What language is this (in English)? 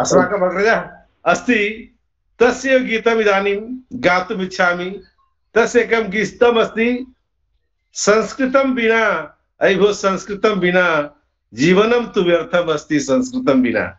Sanskrit